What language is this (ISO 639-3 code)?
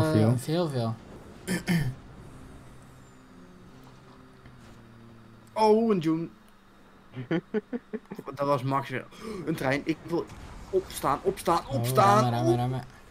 nld